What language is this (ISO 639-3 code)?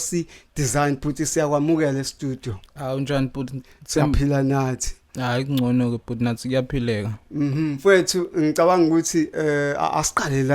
zul